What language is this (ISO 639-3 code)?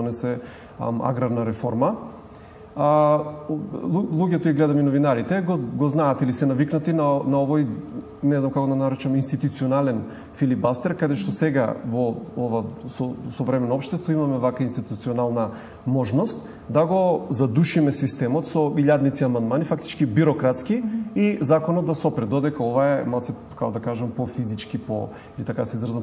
mkd